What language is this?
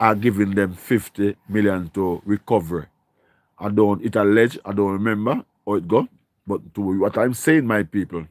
Jamaican Creole English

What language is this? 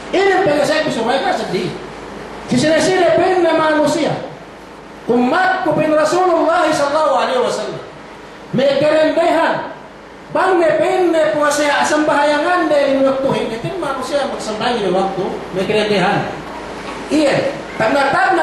Yakan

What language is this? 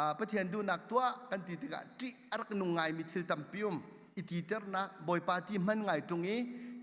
Hakha Chin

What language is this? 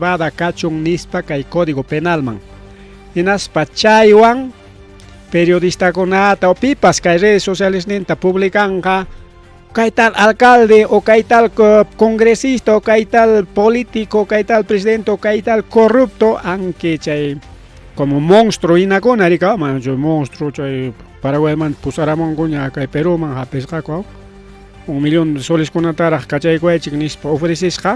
Ayacucho Quechua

